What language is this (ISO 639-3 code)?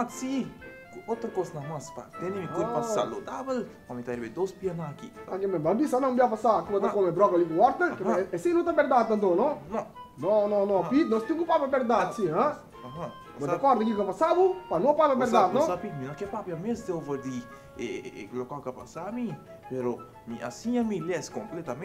pap